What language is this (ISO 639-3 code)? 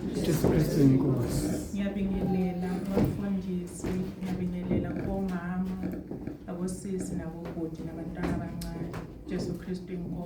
zul